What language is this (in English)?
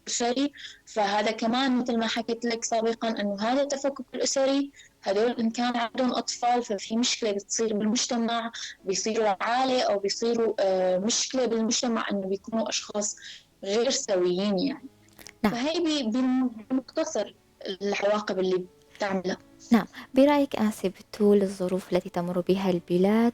North Levantine Arabic